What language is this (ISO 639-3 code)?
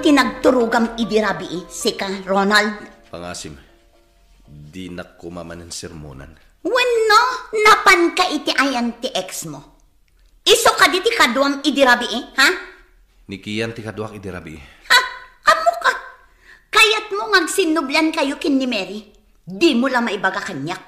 ilo